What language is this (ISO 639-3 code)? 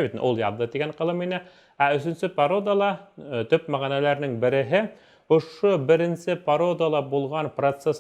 bak